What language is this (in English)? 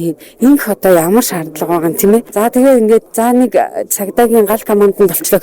Mongolian